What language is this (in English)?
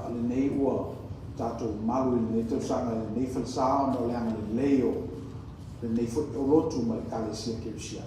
Samoan